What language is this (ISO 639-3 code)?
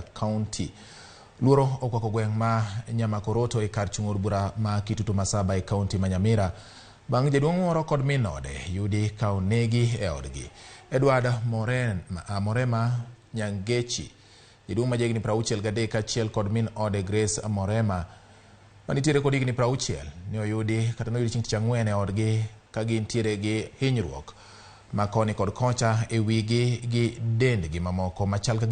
luo